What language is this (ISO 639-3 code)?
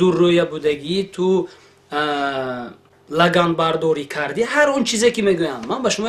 tgk